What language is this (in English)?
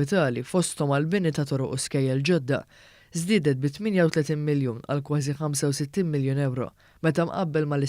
Maltese